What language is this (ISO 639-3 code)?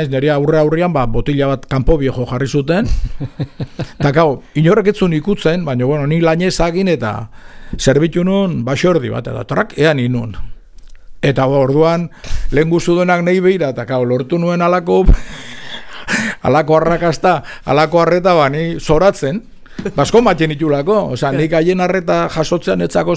eus